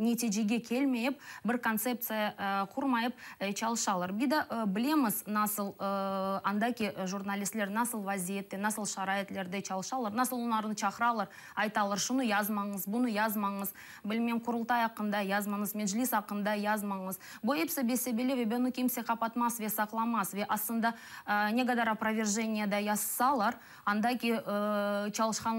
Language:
Crimean Tatar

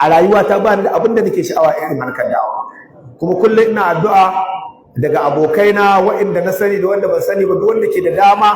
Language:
Hausa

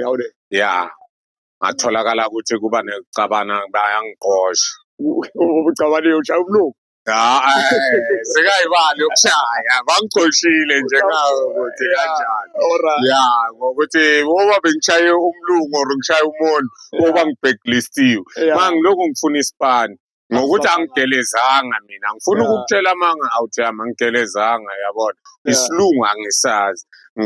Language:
Zulu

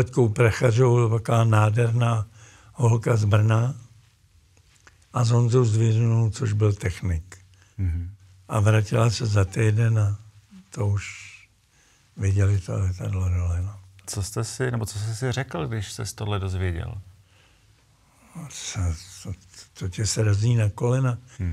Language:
Czech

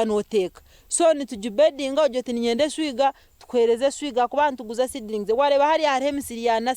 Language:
Nyankole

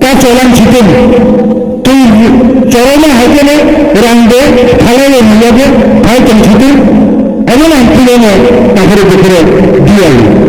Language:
Kok Borok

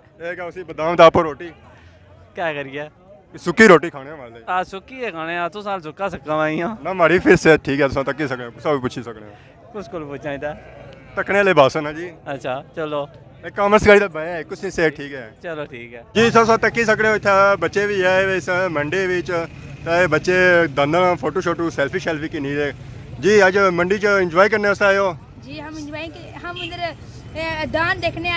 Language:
Pahari-Potwari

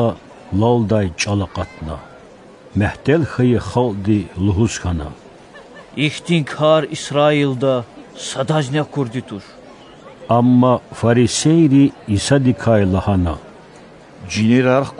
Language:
Lezghian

